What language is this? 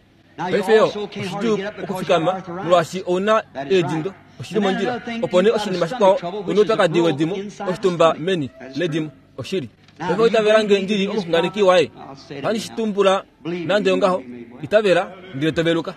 Kuanyama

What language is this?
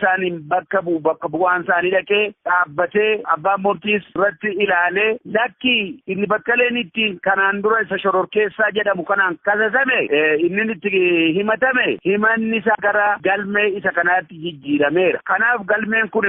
Oromo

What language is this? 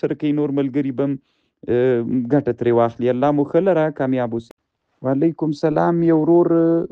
Pashto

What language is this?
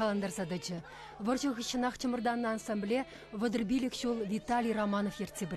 Chuvash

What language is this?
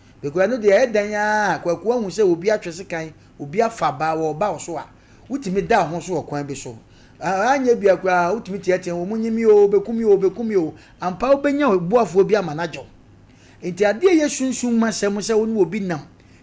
Akan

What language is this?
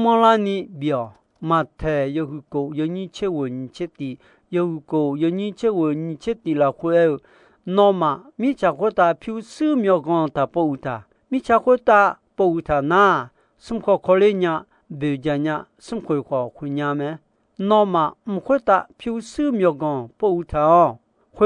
Akha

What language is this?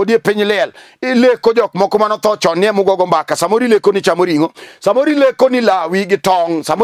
Luo (Kenya and Tanzania)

